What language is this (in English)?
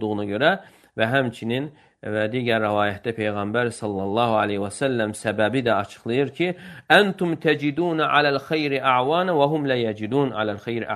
Azerbaijani